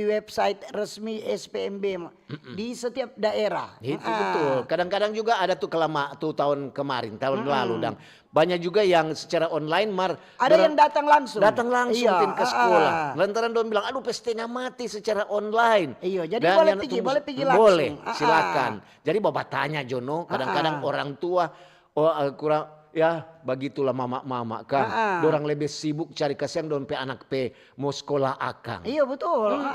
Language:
Manado Malay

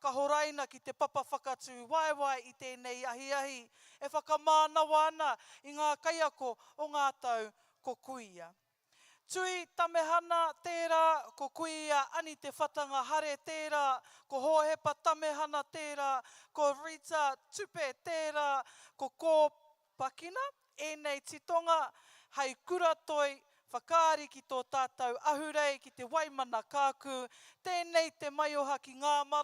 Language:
Māori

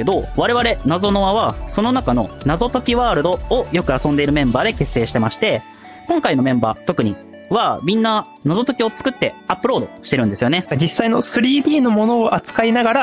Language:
Japanese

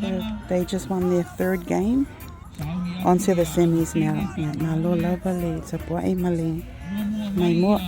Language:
Samoan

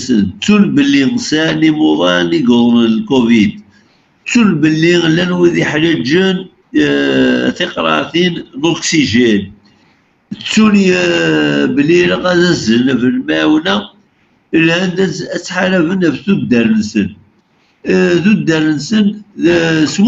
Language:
Kabyle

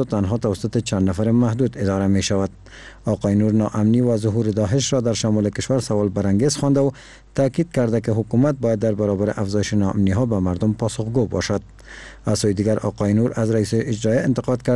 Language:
Persian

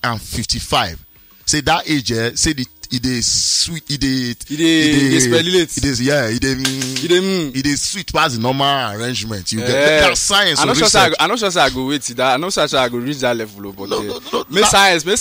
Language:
Nigerian Pidgin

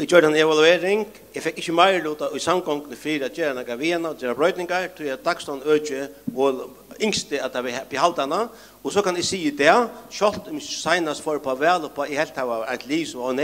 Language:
Faroese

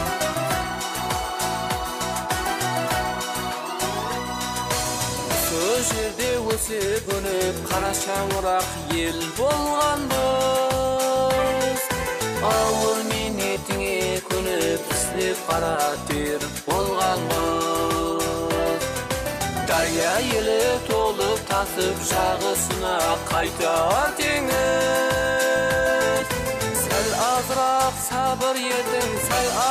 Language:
Kara-Kalpak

